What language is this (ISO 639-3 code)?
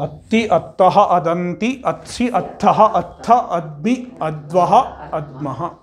san